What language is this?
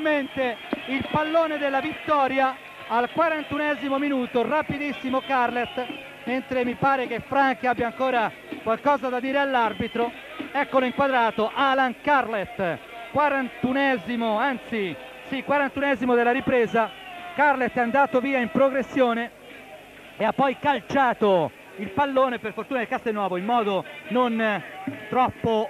Italian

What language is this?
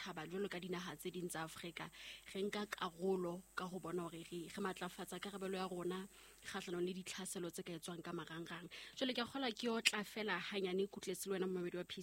Southern Sotho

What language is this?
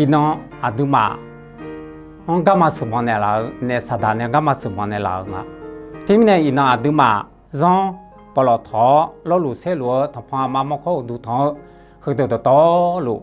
Akha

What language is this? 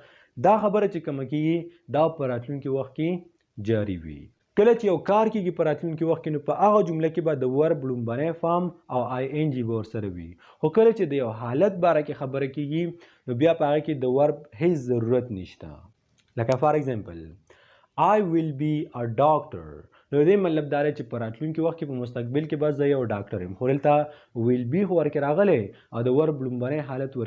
Pashto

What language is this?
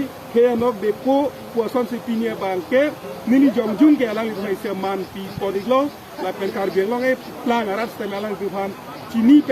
Karbi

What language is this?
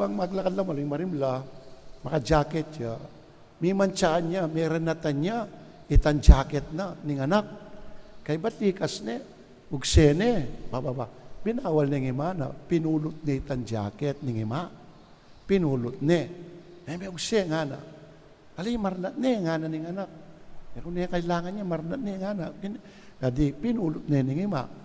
Pampanga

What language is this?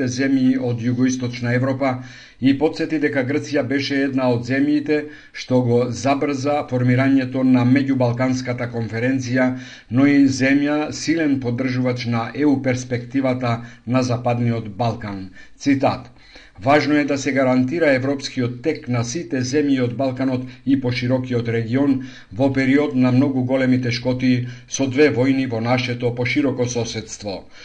Macedonian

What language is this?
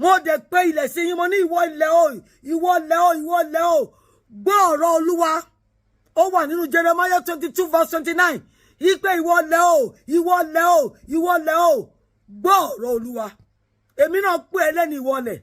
Yoruba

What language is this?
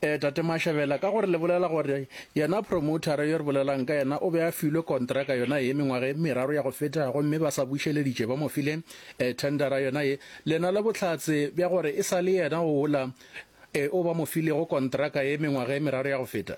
Northern Sotho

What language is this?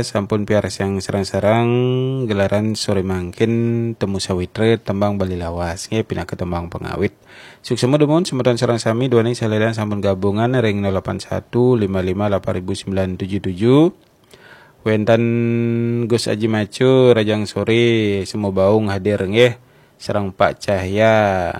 Balinese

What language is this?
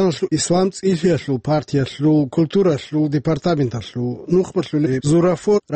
Avaric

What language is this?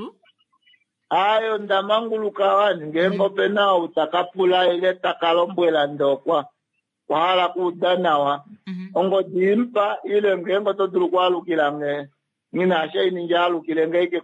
Kuanyama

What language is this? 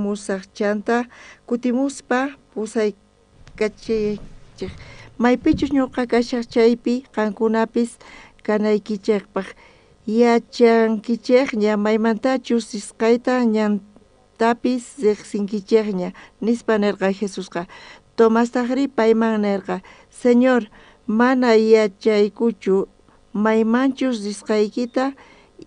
South Bolivian Quechua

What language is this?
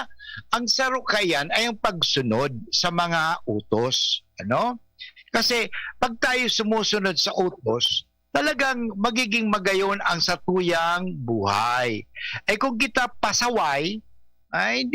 Bikol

